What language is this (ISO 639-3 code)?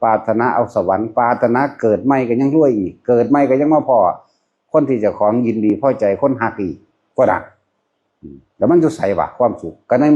tts